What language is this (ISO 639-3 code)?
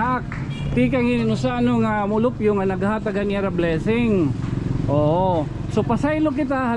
war